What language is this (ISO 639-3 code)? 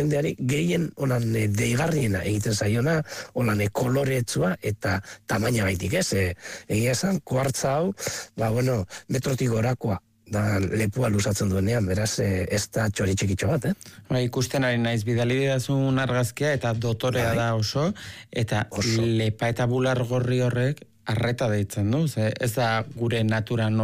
eus